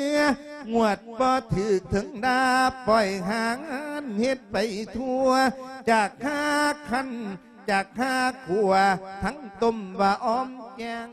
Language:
Lao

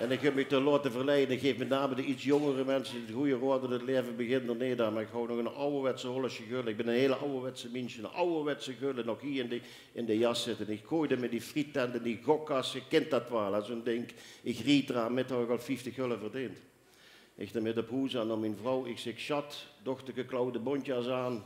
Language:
Limburgish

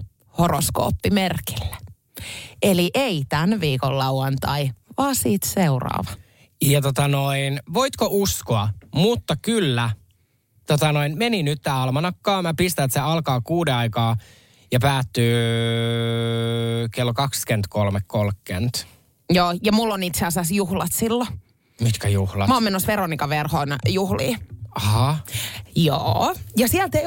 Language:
Finnish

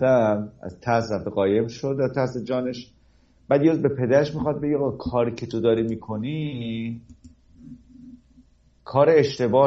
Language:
Persian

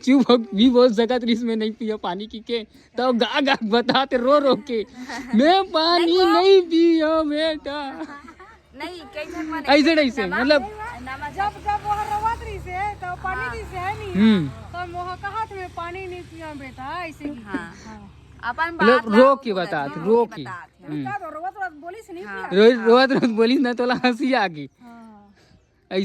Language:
Chhattisgarhi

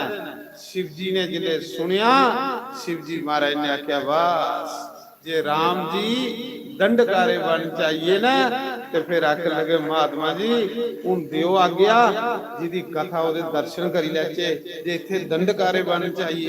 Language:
Dogri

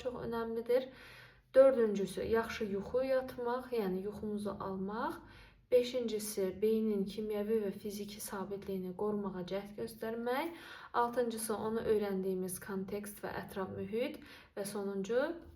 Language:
Azerbaijani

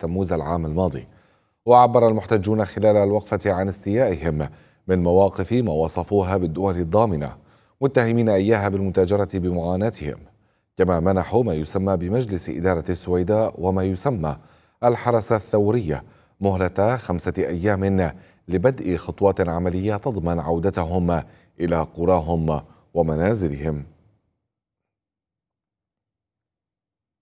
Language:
Arabic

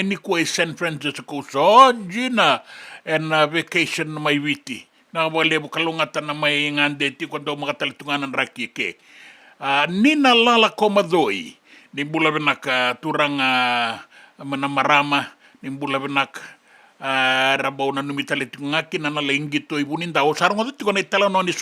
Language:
Fijian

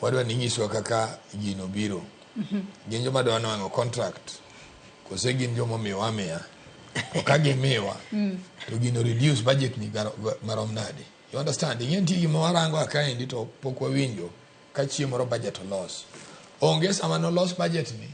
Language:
Luo (Kenya and Tanzania)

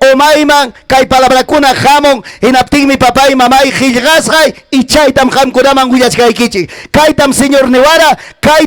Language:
Ayacucho Quechua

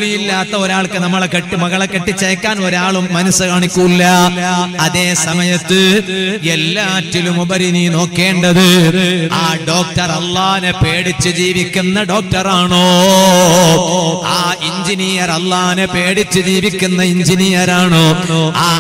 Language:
Malayalam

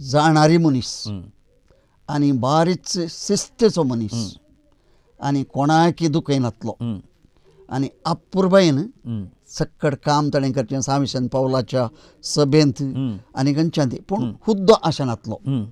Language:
Konkani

